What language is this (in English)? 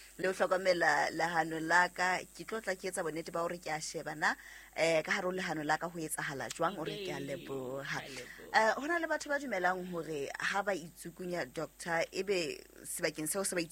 Southern Sotho